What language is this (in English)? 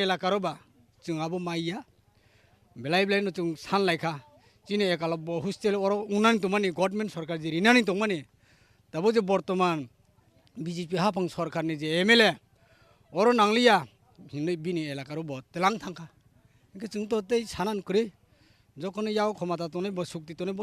Kok Borok